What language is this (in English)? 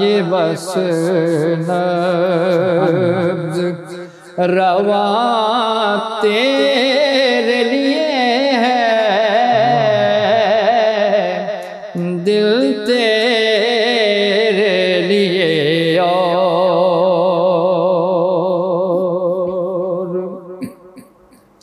Urdu